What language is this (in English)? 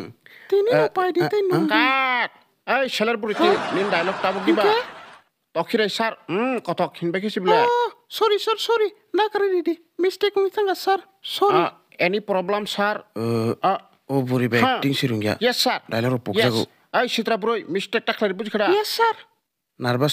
Kok Borok